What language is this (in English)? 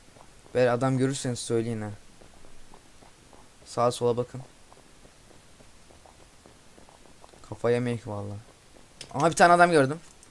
Turkish